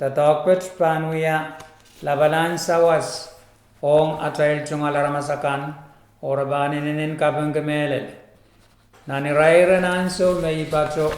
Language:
Pohnpeian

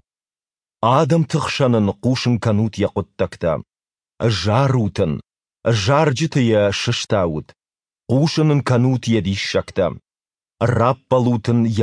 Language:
Ossetic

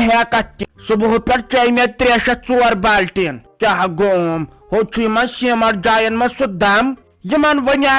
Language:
Kashmiri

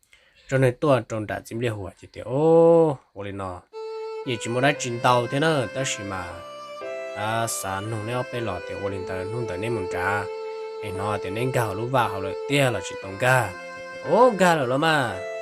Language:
Hmong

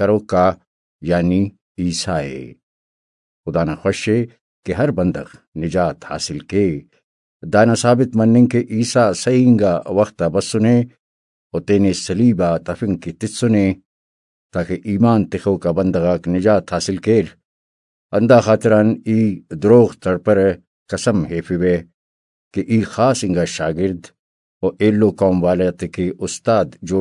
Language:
Brahui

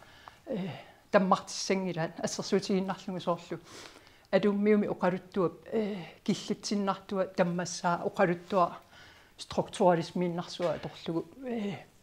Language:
Kalaallisut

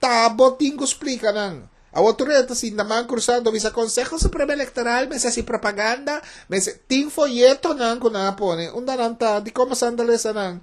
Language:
Papiamento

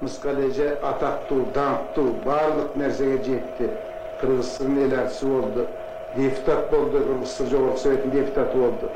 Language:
Kyrgyz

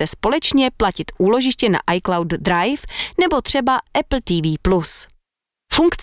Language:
Czech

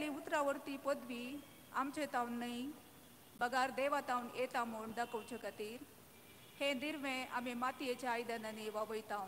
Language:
Konkani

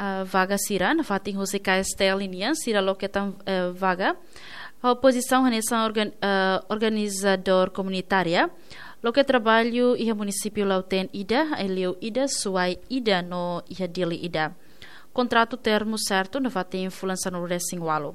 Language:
Tetum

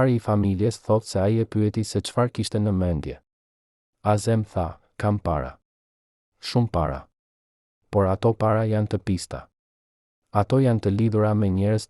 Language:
Albanian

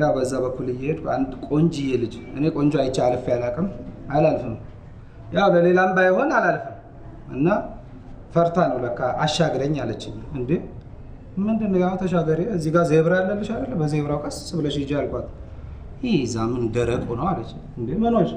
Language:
Amharic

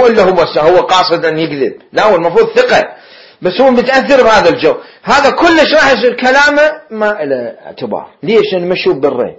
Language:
Mesopotamian Arabic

